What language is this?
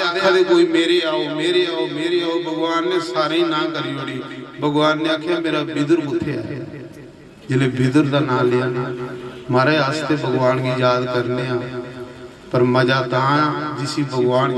Dogri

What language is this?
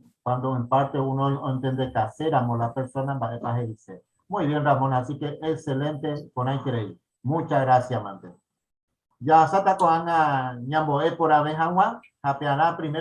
Guarani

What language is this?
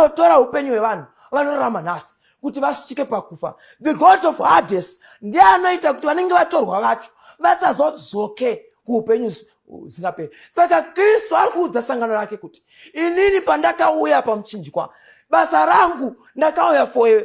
Shona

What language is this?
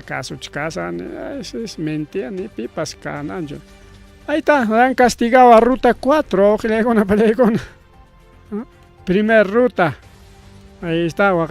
Ayacucho Quechua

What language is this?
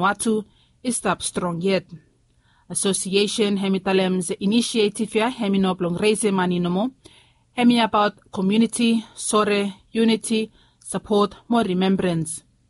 Bislama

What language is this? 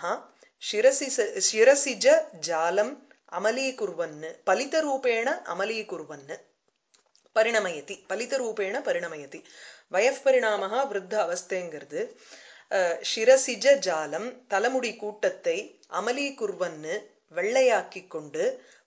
Tamil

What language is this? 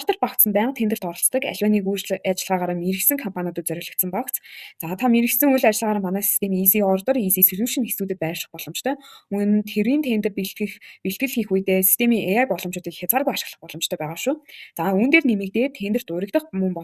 Mongolian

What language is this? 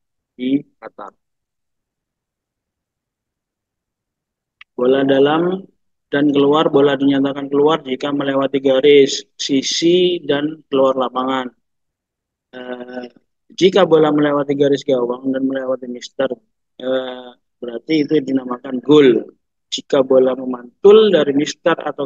Indonesian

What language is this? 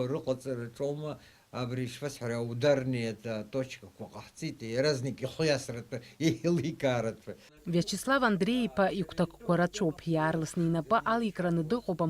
Abkhazian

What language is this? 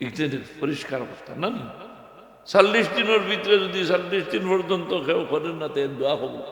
Sylheti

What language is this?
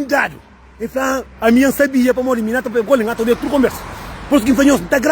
Kabuverdianu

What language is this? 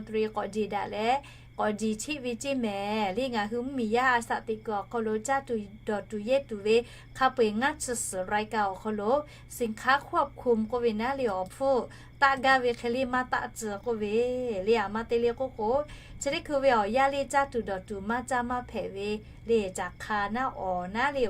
Lahu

